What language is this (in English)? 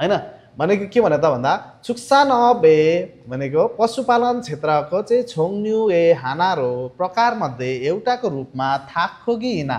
Nepali